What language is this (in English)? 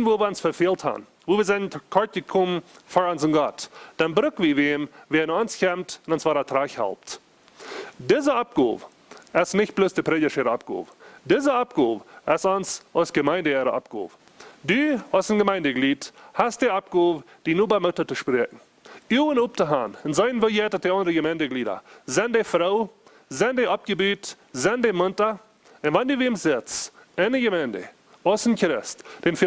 Plautdietsch